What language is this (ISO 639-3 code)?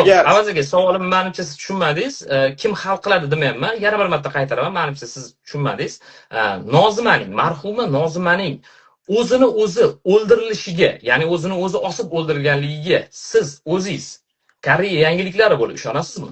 uzb